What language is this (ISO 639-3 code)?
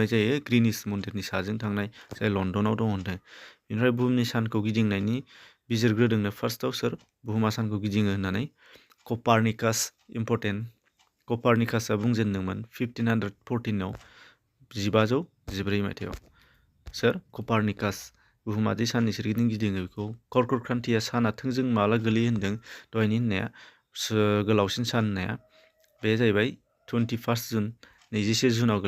brx